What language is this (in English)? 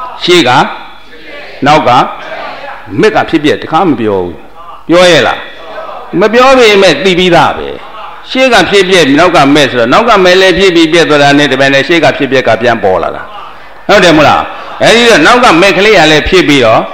Burmese